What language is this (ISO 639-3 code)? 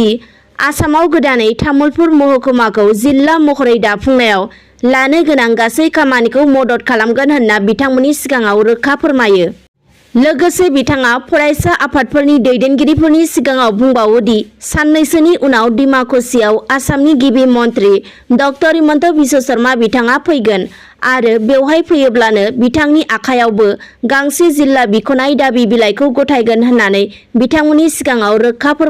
brx